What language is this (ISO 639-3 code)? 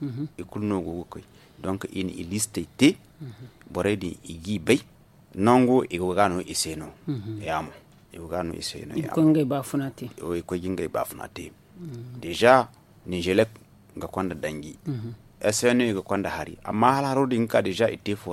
dje